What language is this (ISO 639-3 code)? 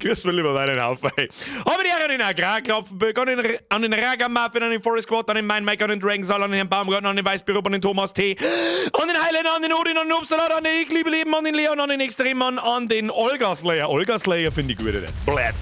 bar